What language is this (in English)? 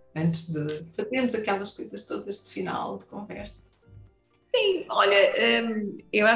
Portuguese